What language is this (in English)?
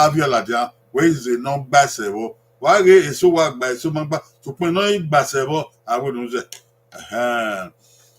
Bini